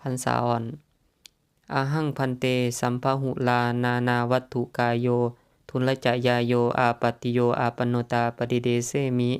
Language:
Lao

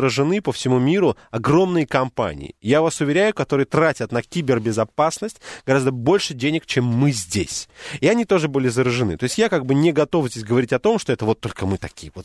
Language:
Russian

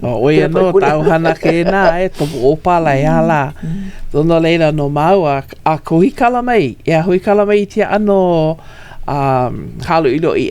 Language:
Hawaiian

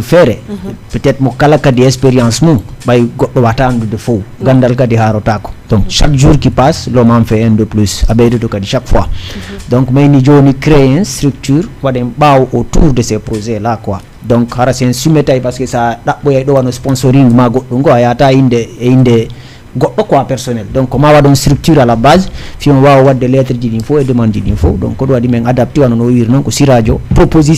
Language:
Fula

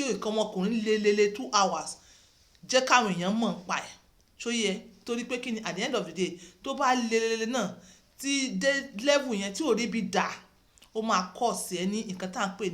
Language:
Yoruba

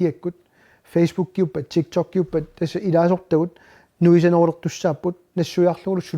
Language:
Kalaallisut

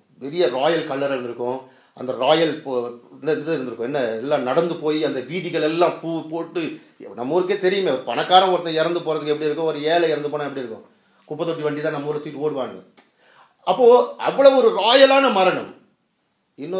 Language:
Tamil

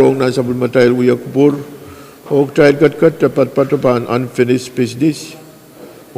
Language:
Pohnpeian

